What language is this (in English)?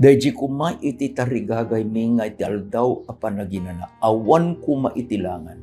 Iloko